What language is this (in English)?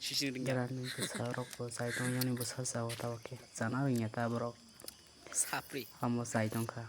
Kok Borok